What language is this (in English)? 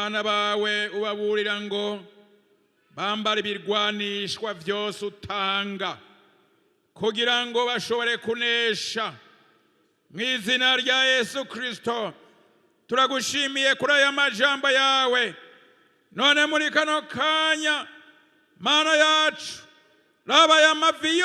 Rundi